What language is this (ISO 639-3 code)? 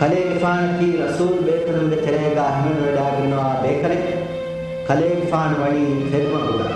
div